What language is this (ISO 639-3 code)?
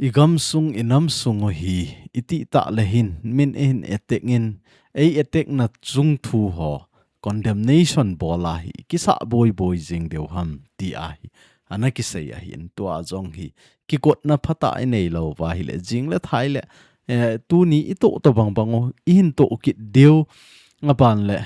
tcz